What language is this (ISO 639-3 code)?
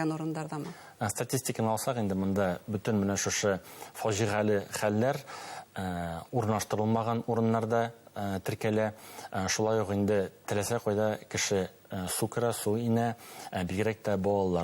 bak